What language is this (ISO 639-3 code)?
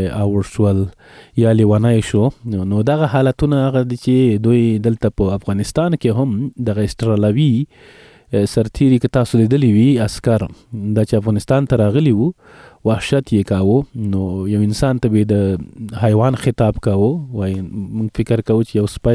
pus